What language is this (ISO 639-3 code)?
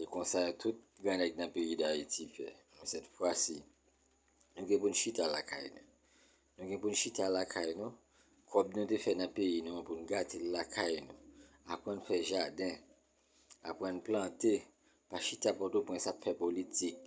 hat